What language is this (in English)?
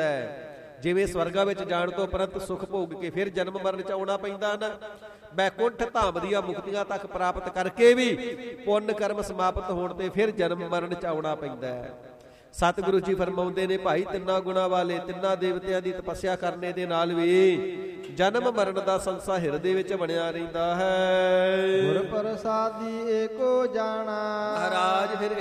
Punjabi